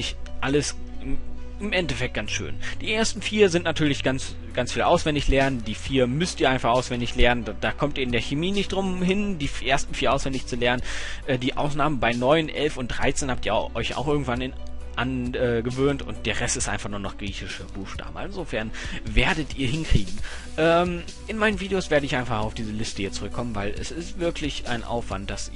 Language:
German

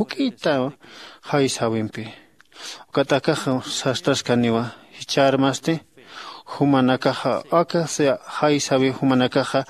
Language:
Aymara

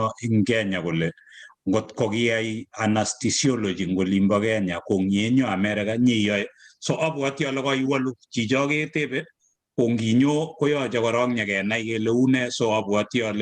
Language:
Kalenjin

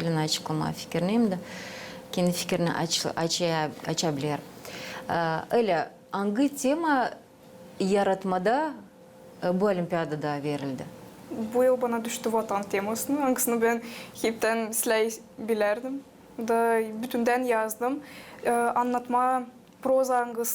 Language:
Gagauz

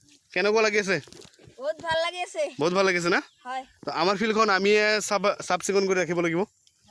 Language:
Assamese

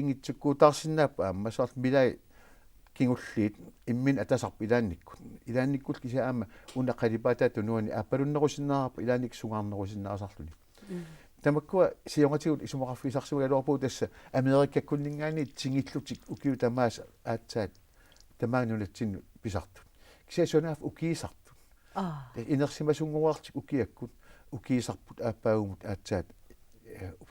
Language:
Kalaallisut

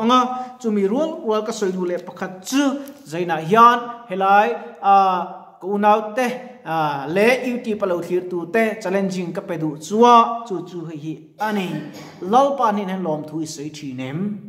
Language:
Mizo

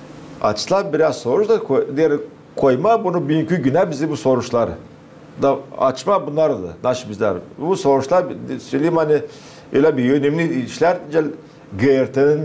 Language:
Gagauz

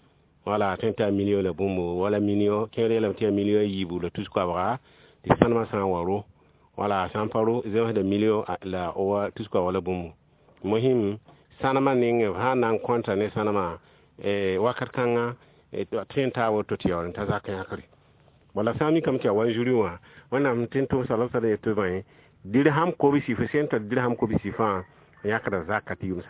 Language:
Mossi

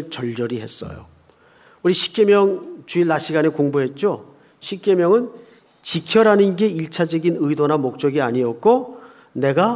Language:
Korean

